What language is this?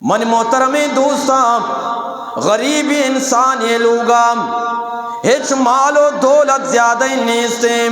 Eastern Balochi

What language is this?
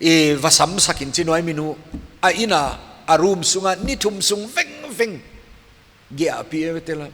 Paite Chin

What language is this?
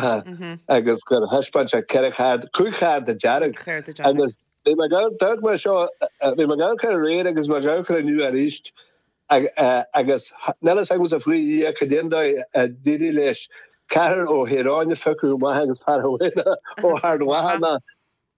Irish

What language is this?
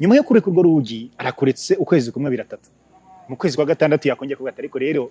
Kinyarwanda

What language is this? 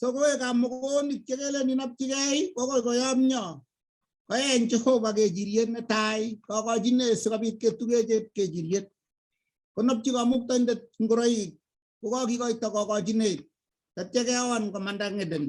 Kalenjin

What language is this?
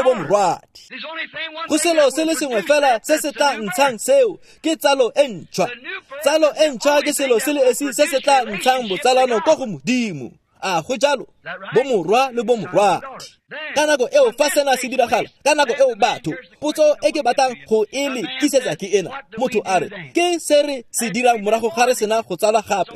Tswana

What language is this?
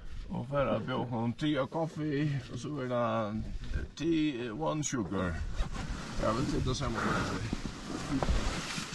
Faroese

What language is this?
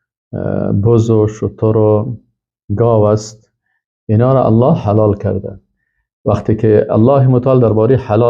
Persian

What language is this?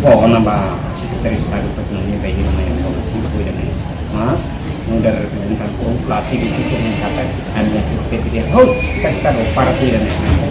Tetum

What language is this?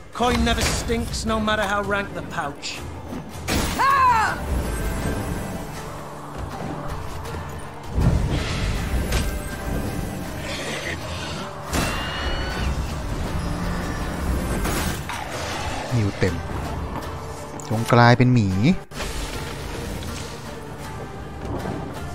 Thai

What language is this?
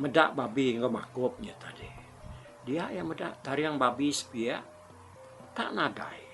Iban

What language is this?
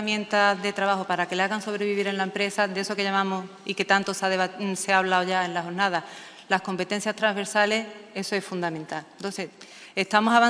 Spanish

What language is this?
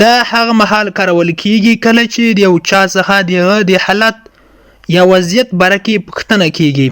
Pashto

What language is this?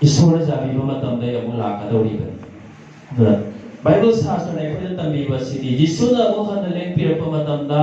Manipuri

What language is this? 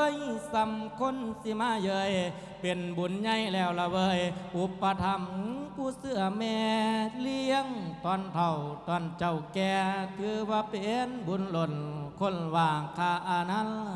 Lao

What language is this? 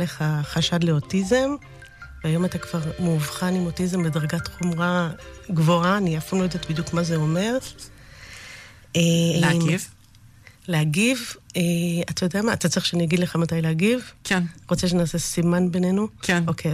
Hebrew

